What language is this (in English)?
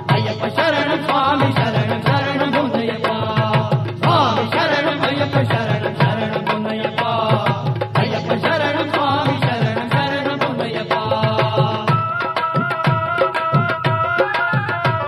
Kannada